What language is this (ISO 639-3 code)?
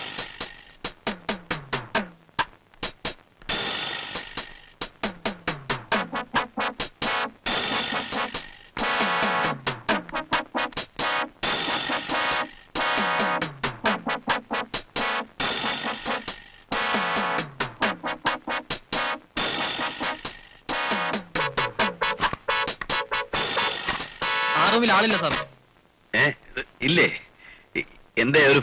mal